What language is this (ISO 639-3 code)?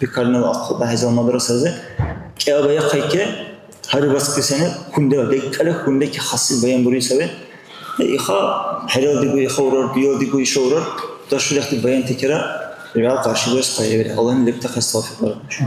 dar